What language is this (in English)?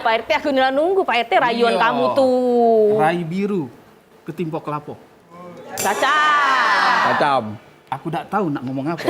Musi